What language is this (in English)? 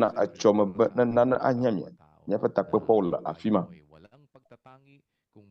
Ewe